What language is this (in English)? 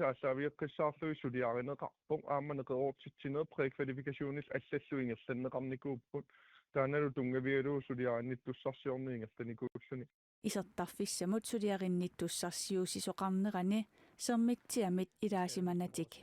Kalaallisut